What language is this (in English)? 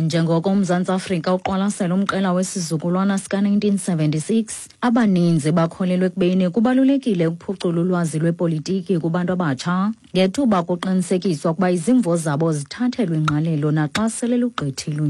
Xhosa